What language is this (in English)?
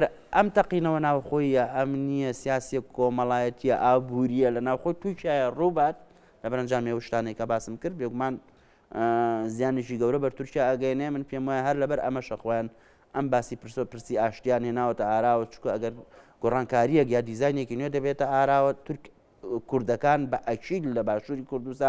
Central Kurdish